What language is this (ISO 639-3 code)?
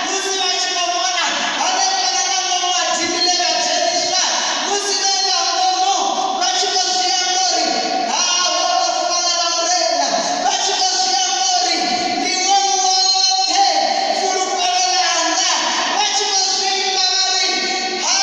ven